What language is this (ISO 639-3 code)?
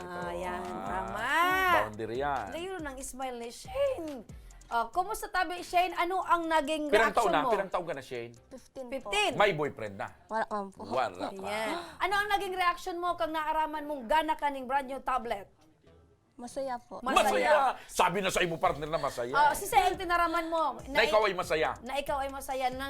bik